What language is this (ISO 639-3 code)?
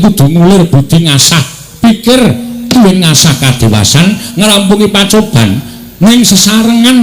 jav